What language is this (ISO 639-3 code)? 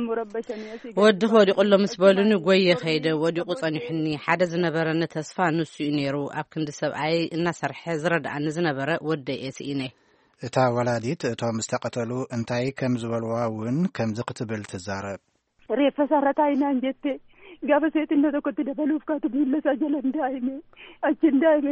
tir